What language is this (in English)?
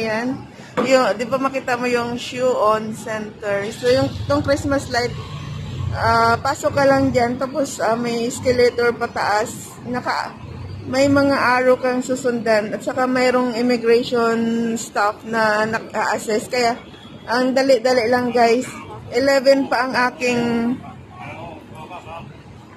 Filipino